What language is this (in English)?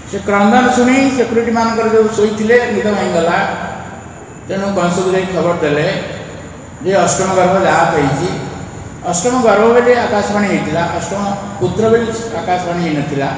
Odia